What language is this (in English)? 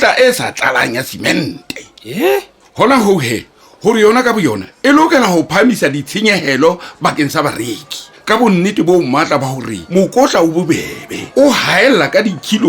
Southern Sotho